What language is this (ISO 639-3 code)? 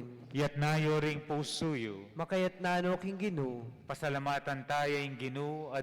pam